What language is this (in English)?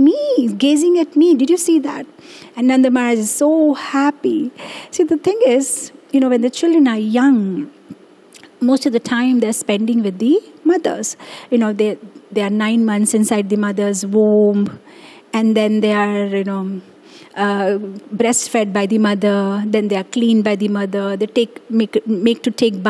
English